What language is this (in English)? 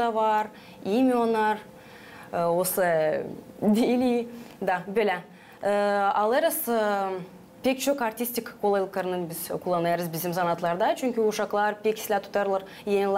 Gagauz